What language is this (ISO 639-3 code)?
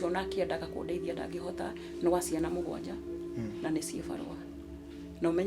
kik